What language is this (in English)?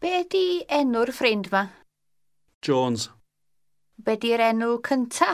Welsh